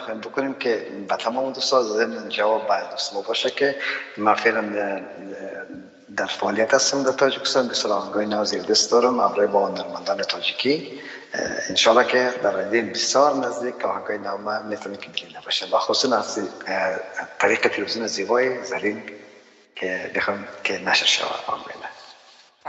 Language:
Persian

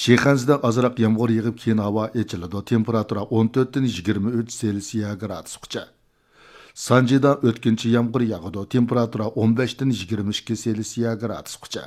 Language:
Uyghur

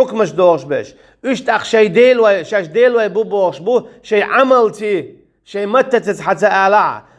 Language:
Chechen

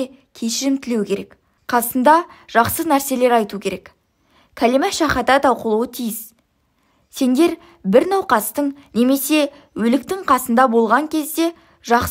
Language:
Kazakh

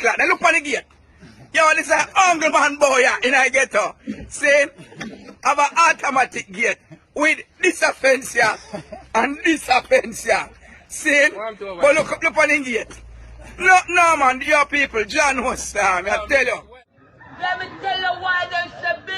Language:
Jamaican Creole English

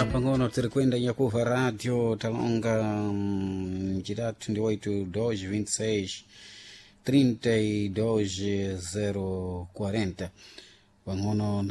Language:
Sena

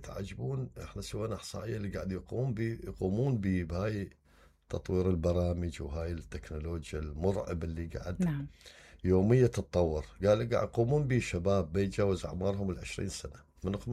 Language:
Mesopotamian Arabic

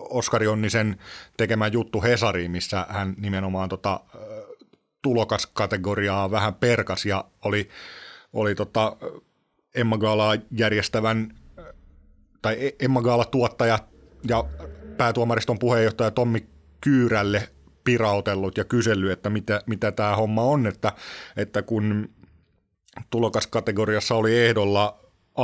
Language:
Finnish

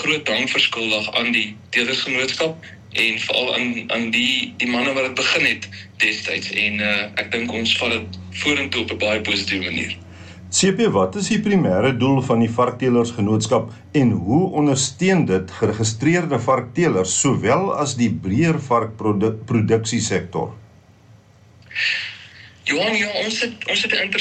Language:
Afrikaans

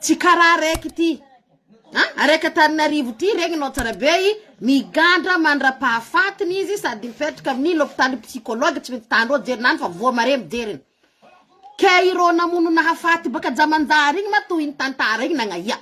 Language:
Malagasy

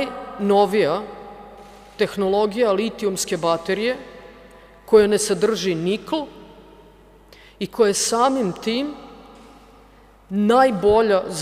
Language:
Serbian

